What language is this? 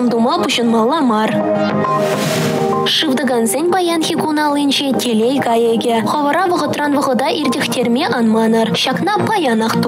Chuvash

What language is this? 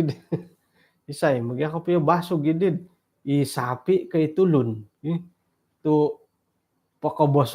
Central Dusun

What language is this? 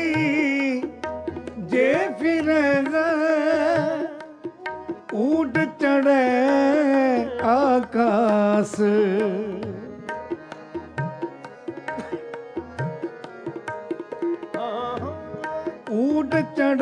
Punjabi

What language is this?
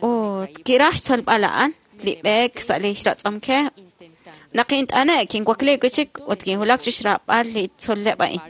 Kekchí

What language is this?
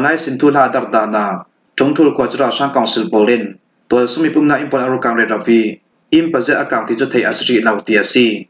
Falam Chin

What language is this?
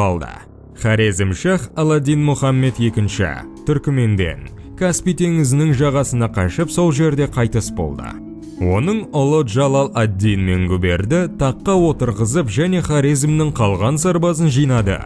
Kazakh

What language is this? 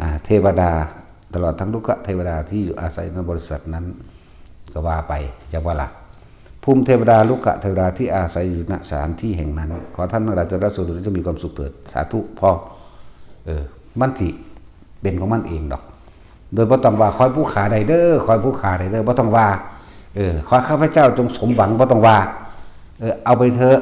Northeastern Thai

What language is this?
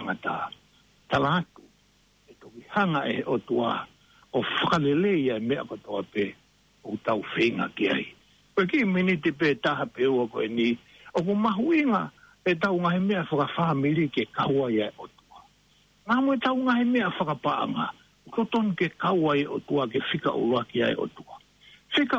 Tongan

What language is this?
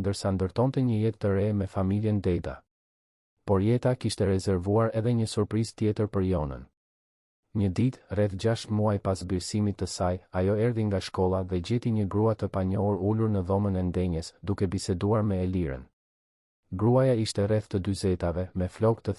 Albanian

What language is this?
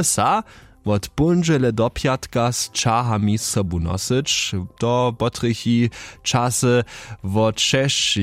Upper Sorbian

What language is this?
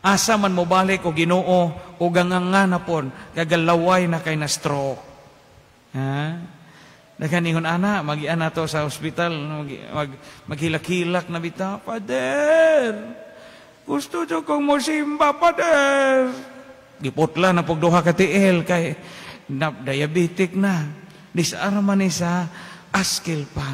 Cebuano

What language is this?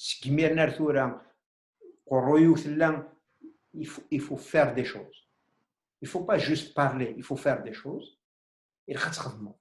Kabyle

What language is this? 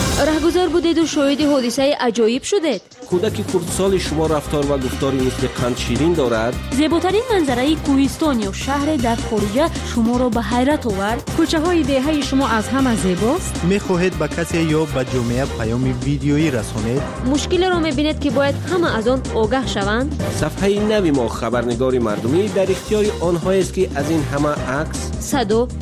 Persian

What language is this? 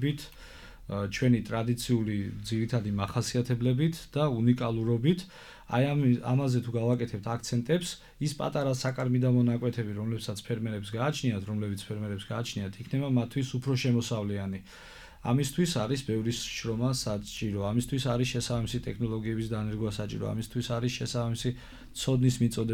Georgian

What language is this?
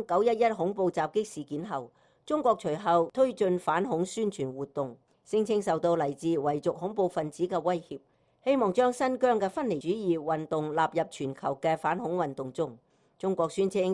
Cantonese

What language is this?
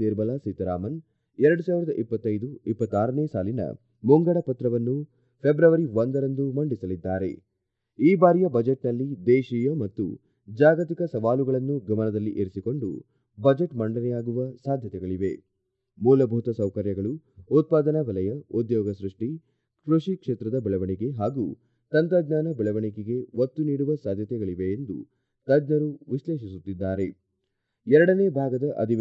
Kannada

